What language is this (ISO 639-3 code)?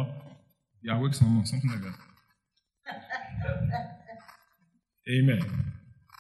eng